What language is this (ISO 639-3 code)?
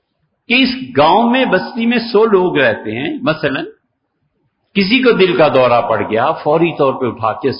urd